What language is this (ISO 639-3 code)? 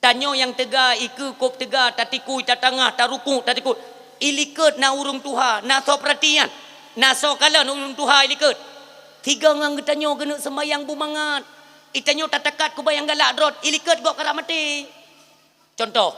ace